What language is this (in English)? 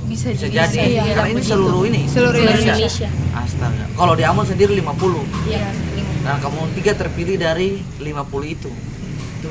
Ambonese Malay